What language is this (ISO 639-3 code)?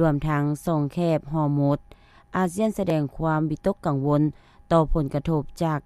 lao